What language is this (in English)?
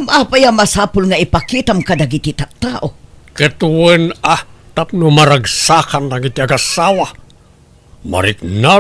Iloko